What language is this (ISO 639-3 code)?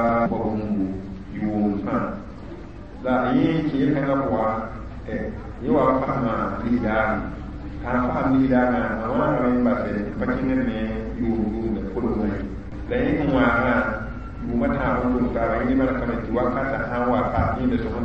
mos